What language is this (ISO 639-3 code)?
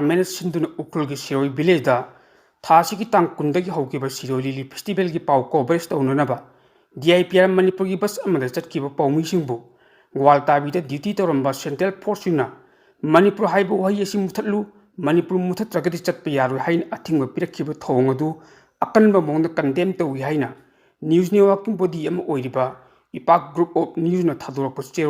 mni